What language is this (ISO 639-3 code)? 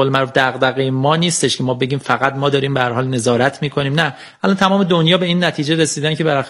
fas